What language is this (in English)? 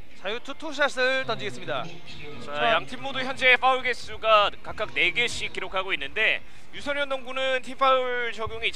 Korean